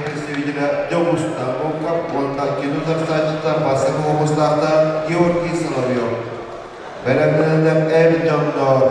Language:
Yakut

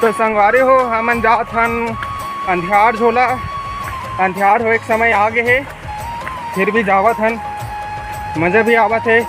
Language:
Chhattisgarhi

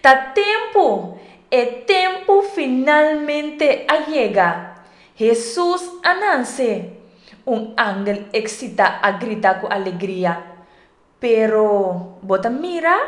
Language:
Papiamento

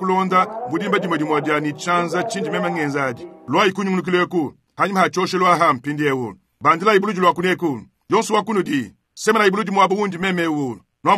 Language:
Luba-Lulua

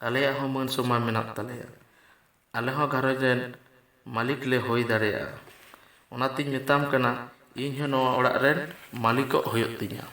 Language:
Santali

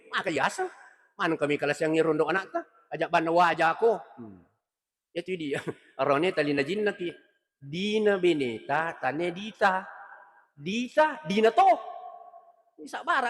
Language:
Buginese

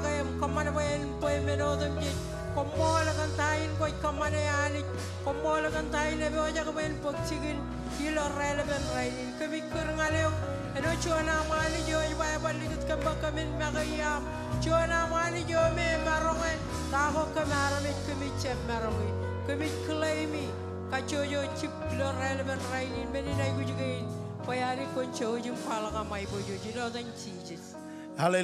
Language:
Marshallese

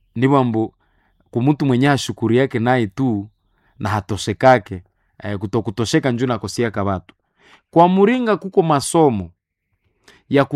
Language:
Nande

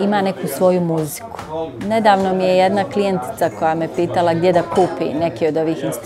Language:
Bosnian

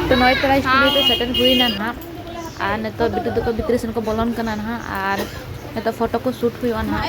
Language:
Santali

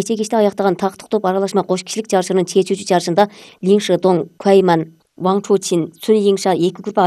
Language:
Kyrgyz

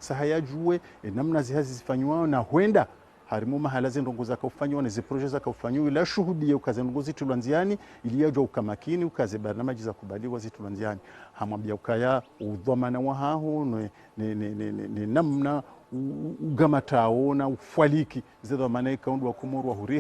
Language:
Ngazidja Comorian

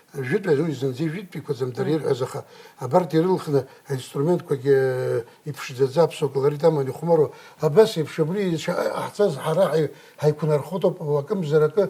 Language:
Abkhazian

